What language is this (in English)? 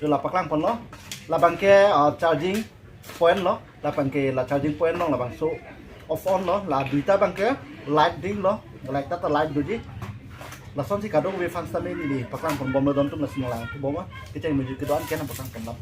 Karbi